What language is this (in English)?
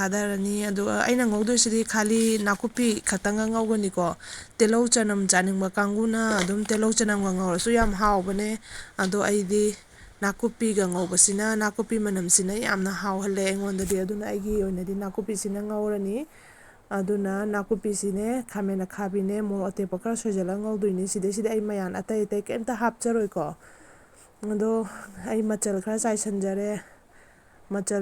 Manipuri